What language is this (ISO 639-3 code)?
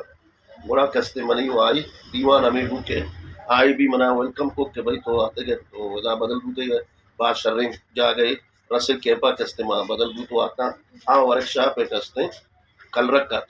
bgp